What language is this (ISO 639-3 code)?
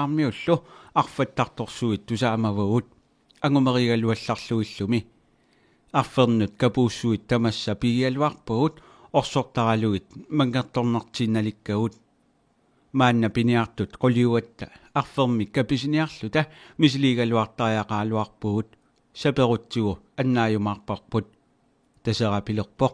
kal